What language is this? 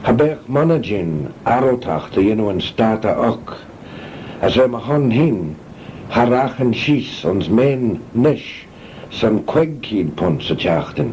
Manx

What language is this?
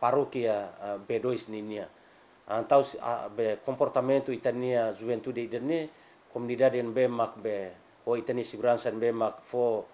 Tetum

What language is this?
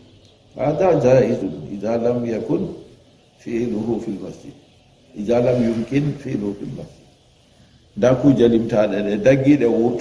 Fula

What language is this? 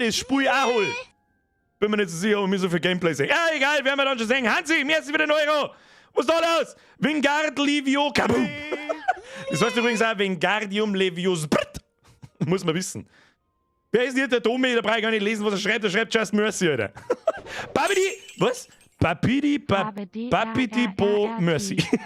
Bavarian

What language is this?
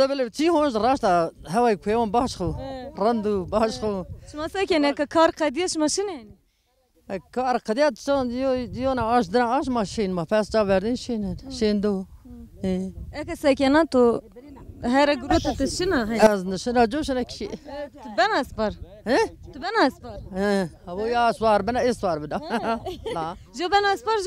Zaza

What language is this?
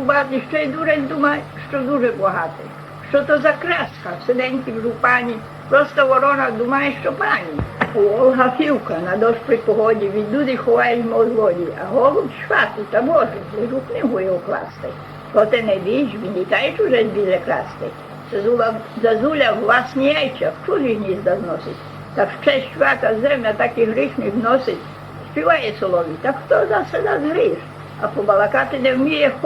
Rusyn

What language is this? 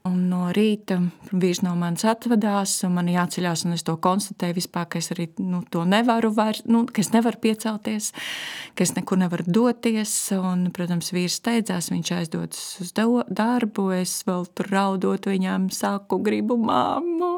Latvian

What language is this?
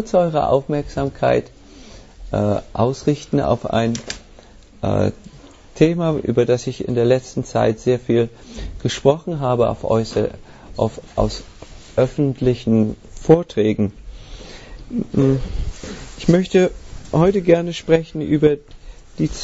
German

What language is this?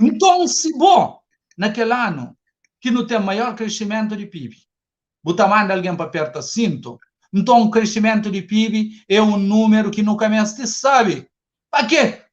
Kabuverdianu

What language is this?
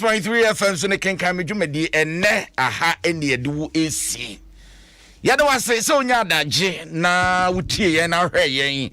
Akan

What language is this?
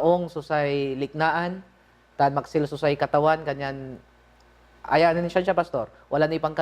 Pangasinan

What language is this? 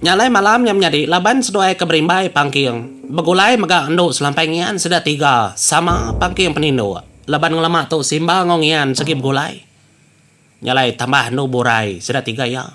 Iban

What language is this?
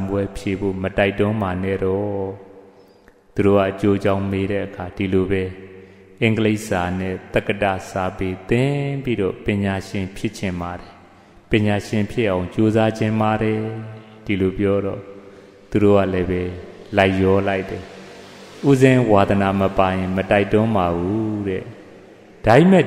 Burmese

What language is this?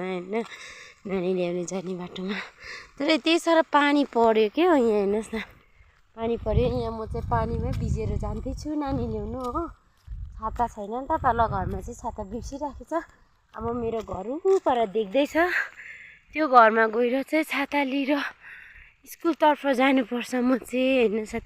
Nepali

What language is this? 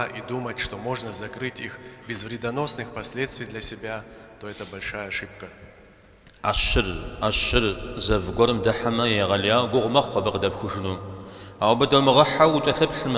Kabardian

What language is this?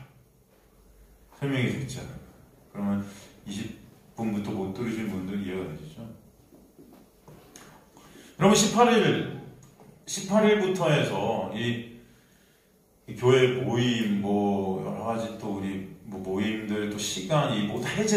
Korean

